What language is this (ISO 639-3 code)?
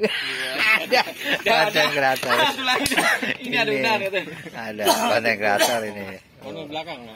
bew